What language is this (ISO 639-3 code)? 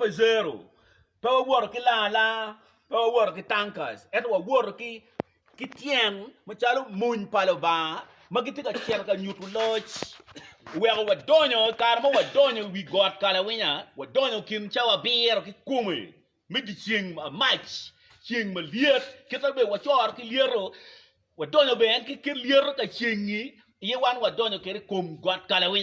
ach